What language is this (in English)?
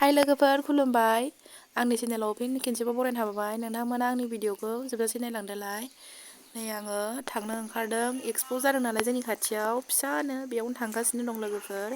Bodo